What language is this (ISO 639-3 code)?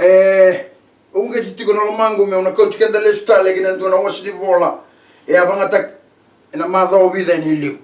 fij